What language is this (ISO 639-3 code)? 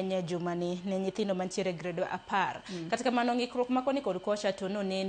luo